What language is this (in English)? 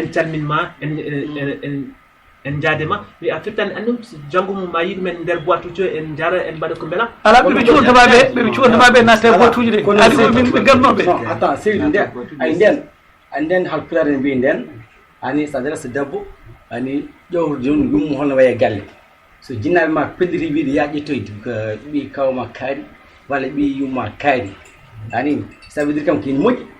Fula